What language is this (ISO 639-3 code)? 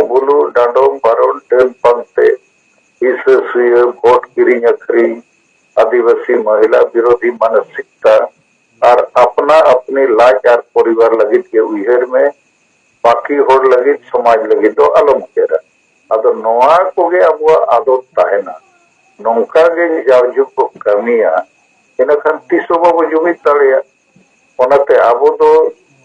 sat